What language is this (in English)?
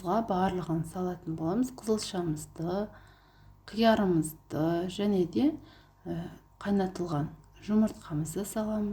Kazakh